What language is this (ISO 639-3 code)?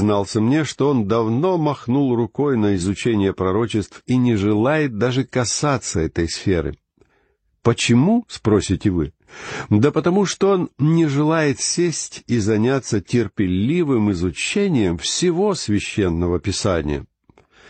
rus